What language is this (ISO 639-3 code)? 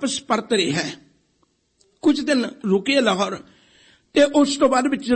pan